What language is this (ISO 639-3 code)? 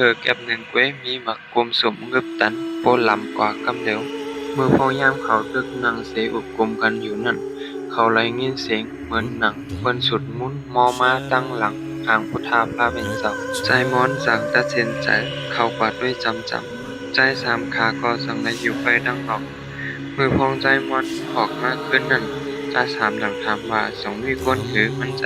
shn